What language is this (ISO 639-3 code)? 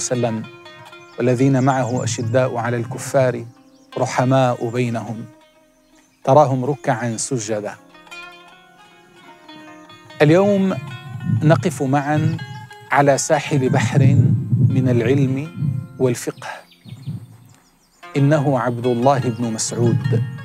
ara